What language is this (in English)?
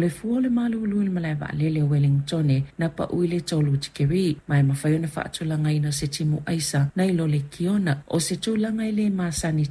Samoan